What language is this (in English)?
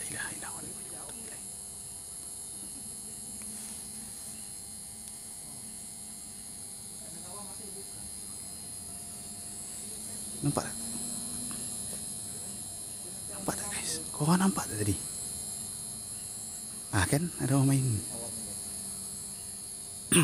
Malay